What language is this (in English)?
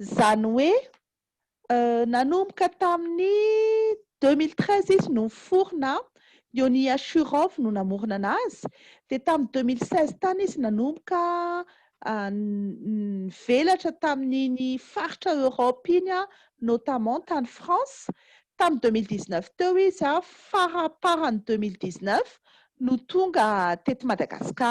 Malagasy